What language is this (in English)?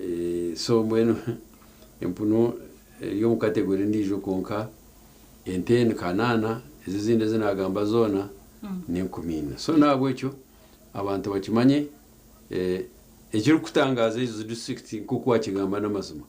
Nyankole